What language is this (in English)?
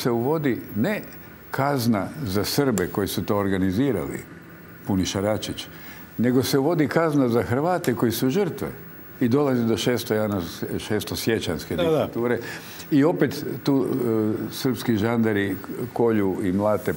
Croatian